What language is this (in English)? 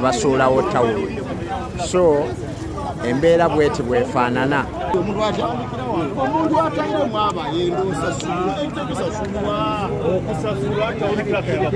Ganda